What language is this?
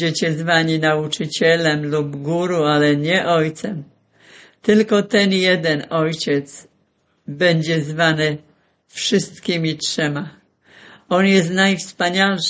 Polish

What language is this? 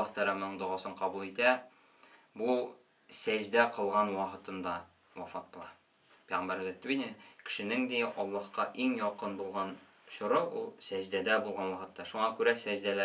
Tatar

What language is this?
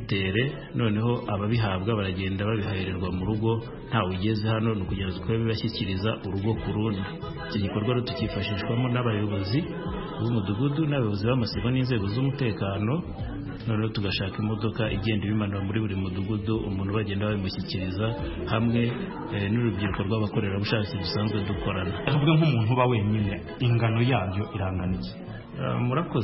Kinyarwanda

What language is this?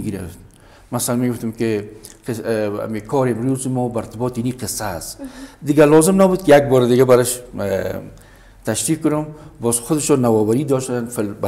Persian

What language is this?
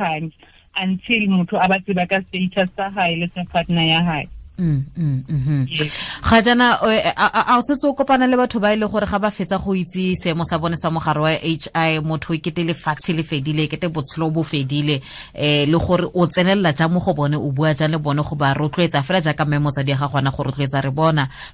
Tswana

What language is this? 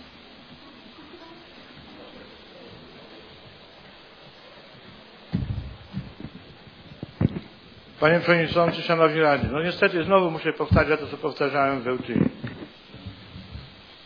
Polish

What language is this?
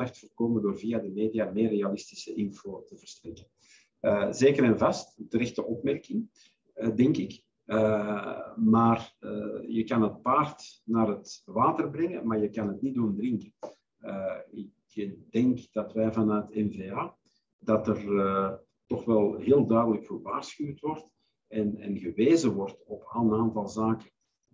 Dutch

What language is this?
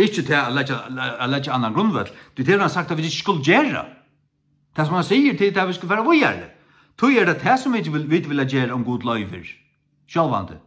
Faroese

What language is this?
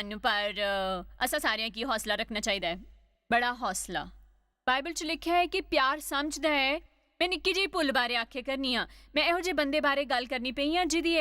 Dogri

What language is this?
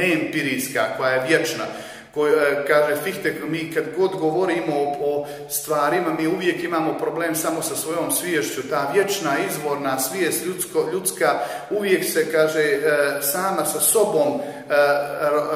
Croatian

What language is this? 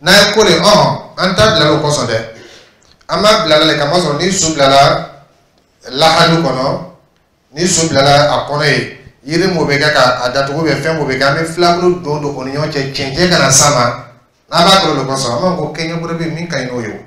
Dyula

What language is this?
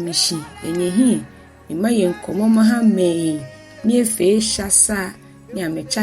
Ga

